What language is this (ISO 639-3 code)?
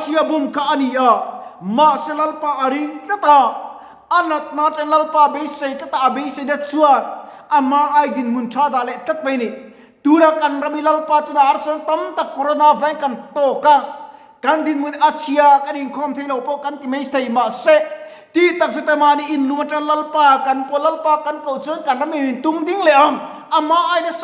lus